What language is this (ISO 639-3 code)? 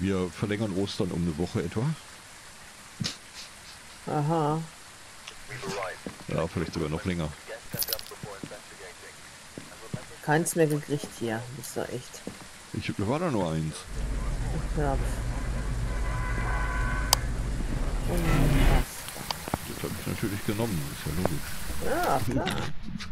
deu